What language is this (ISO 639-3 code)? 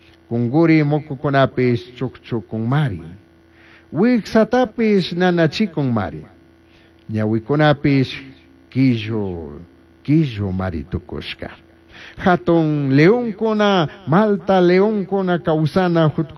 qug